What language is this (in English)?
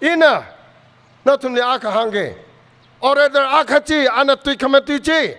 Tangkhul Naga (India)